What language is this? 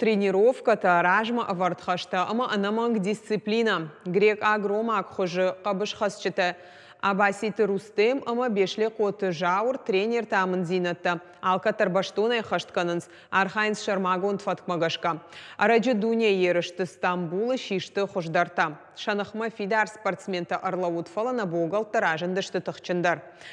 Ossetic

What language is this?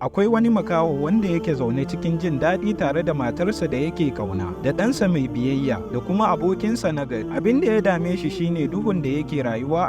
Hausa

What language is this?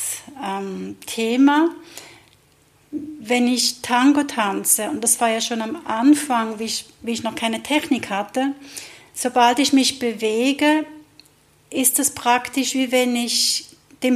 German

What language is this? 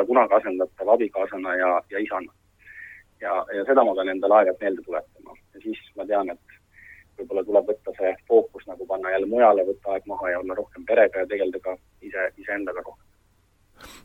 Estonian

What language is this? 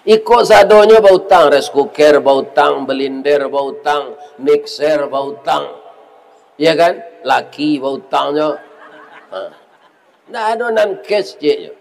Minangkabau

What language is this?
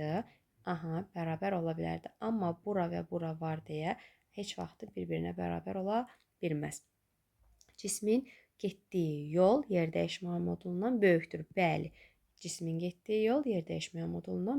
Azerbaijani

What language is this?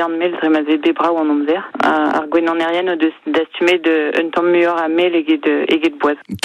Breton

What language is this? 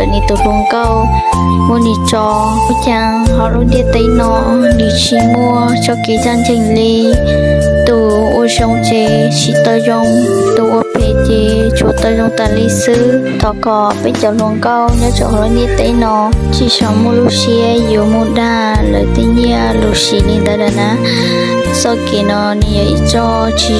Hmong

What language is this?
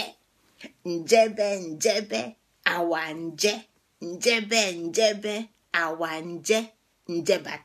Igbo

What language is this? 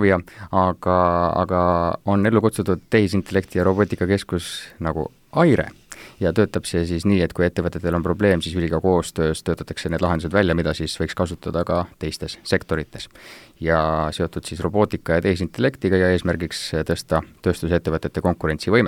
Estonian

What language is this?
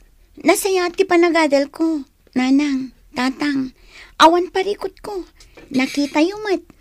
Iloko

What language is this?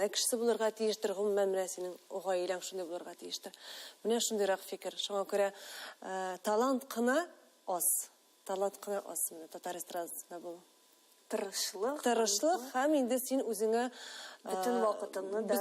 Tatar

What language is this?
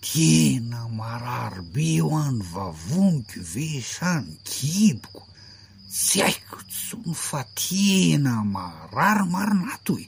Malagasy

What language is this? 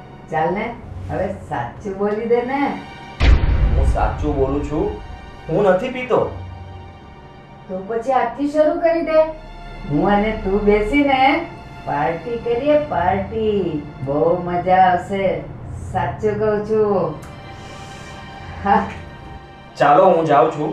Gujarati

